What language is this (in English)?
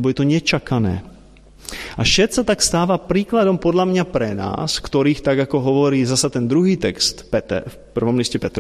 Slovak